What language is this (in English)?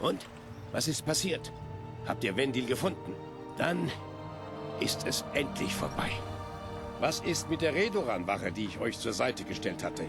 Bavarian